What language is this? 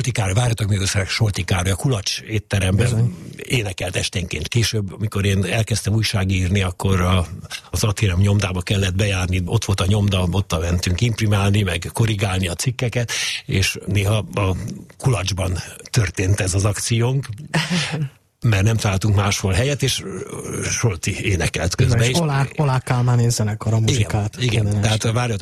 Hungarian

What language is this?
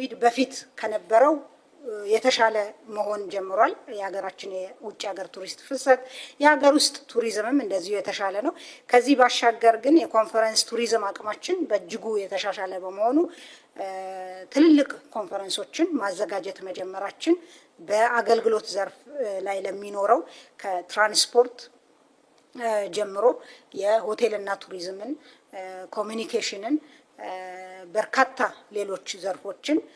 Amharic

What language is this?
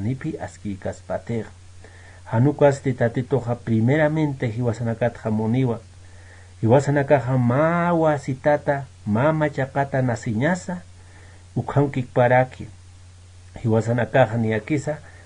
Aymara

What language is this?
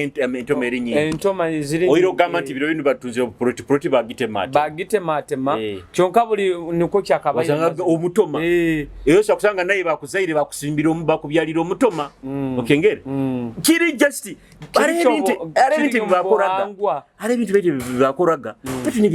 Nyoro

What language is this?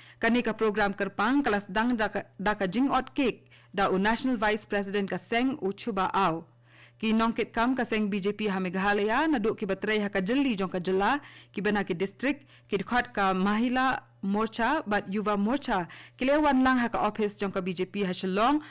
Khasi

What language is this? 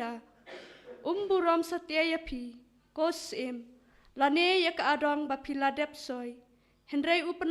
Khasi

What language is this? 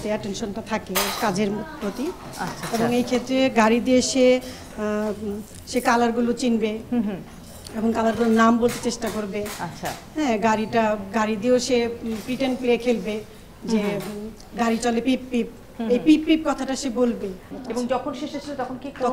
Bangla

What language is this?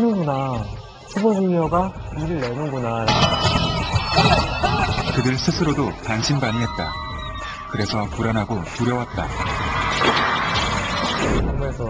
Korean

